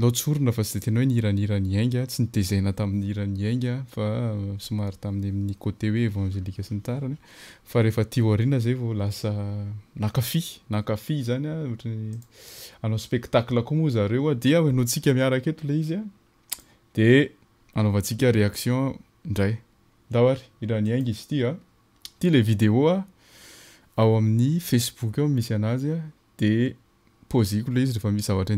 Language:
Malagasy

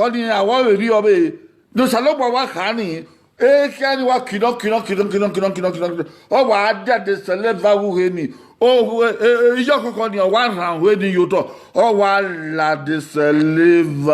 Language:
Bini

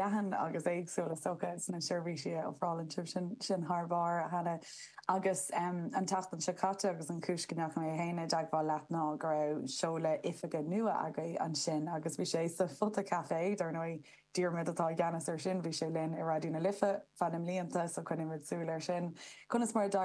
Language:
Irish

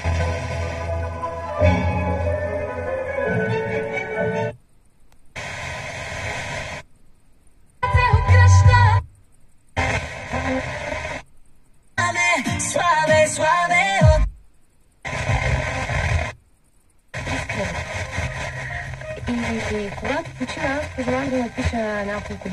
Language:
Bulgarian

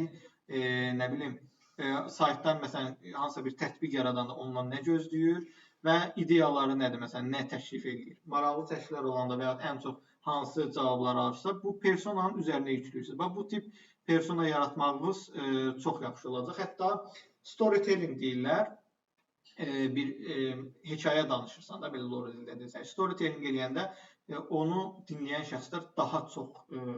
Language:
Azerbaijani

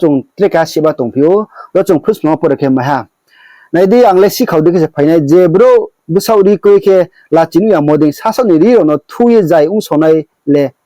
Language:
Riang (India)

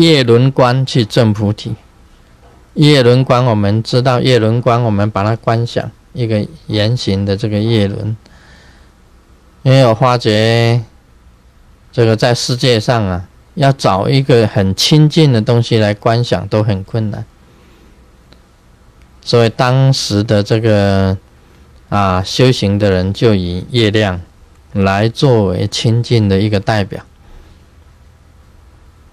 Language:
Chinese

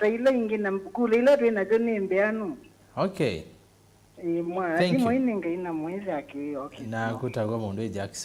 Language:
Kamba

